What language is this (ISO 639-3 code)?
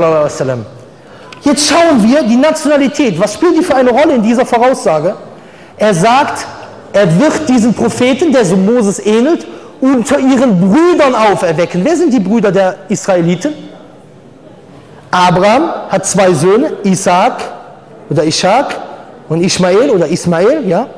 deu